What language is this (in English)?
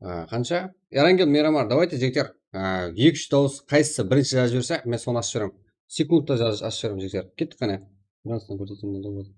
Kara-Kalpak